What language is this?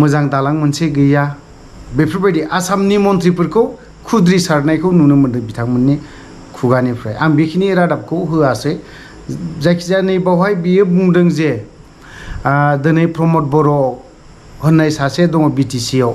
Bodo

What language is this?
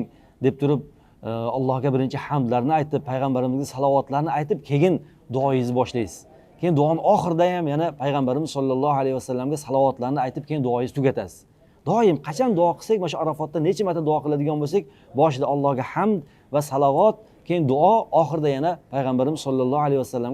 Uzbek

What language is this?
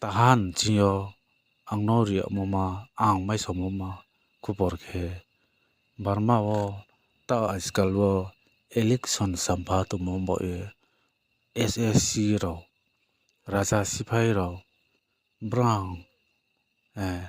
Riang (India)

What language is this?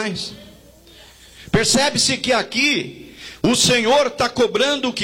Portuguese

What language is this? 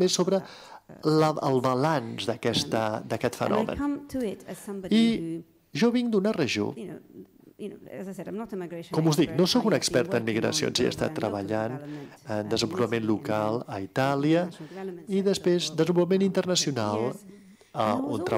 Catalan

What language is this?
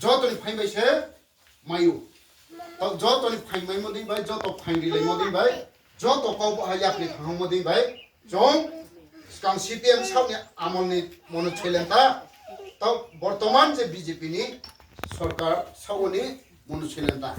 Kok Borok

